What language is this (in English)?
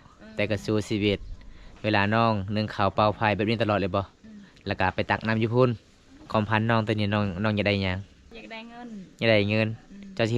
Lao